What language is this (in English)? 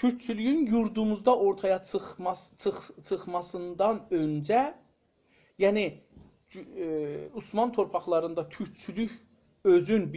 South Azerbaijani